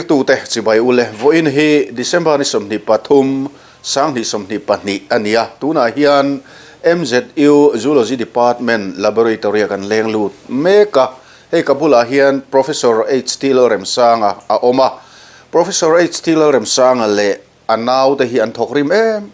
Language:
Mizo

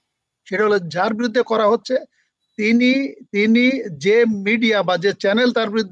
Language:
Bangla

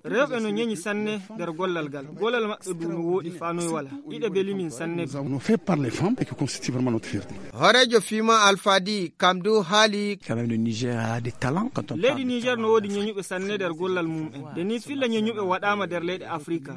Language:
Fula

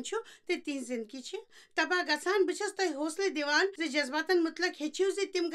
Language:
Kashmiri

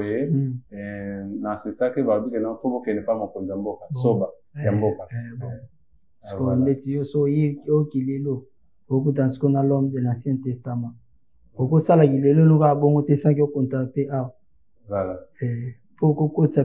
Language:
Lingala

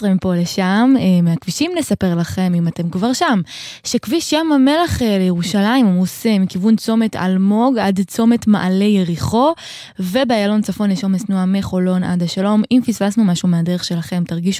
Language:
Hebrew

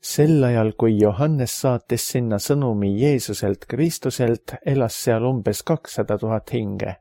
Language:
Estonian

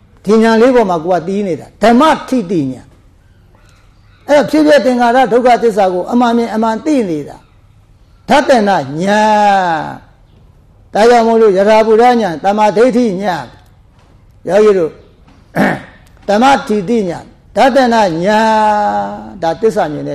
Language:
Burmese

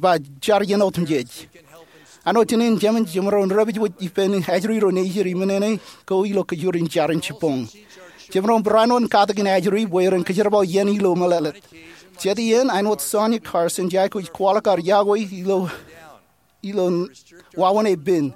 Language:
Marshallese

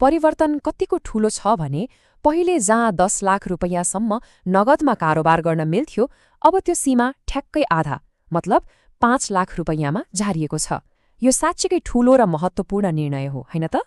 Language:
Nepali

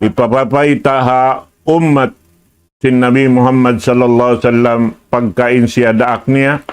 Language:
Tausug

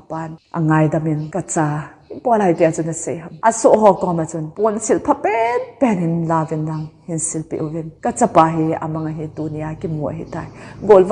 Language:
Thado Chin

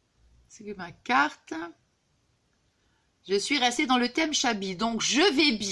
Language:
French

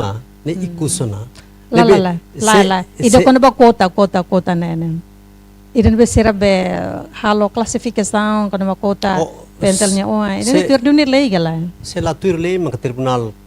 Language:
Tetum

